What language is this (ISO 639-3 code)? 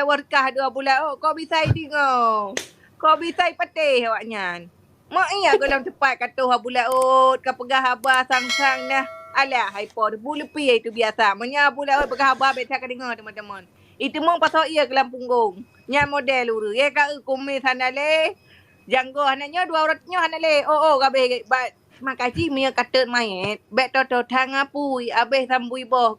ace